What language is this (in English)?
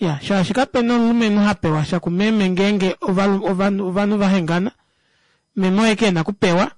Kuanyama